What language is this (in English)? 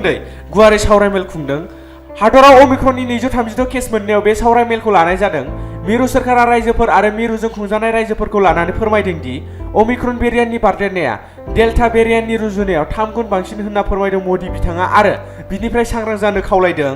Bodo